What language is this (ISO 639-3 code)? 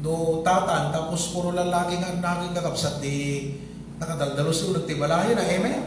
ilo